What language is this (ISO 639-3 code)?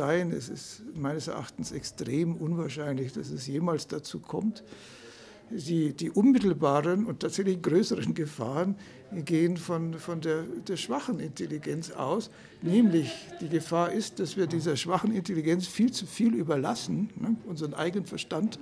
deu